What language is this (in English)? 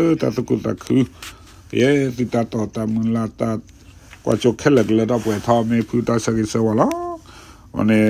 S'gaw Karen